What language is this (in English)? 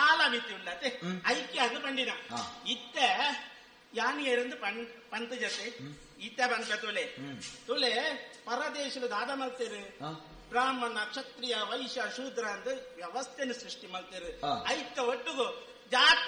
Tulu